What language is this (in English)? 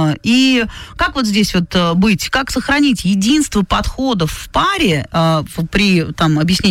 Russian